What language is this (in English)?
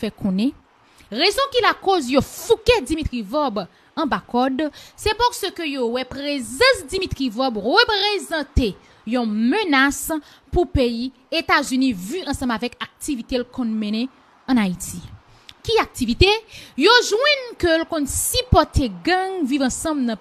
Haitian Creole